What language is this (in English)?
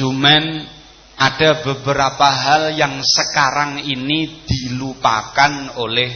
Javanese